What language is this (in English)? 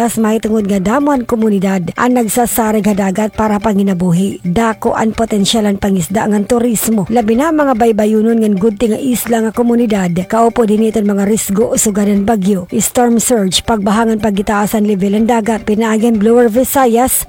Waray